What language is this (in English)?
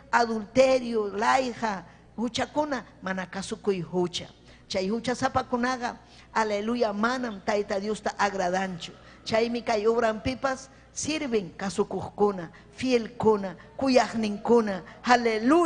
Ayacucho Quechua